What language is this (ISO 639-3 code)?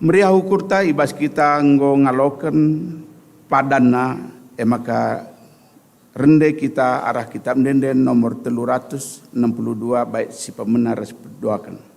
btx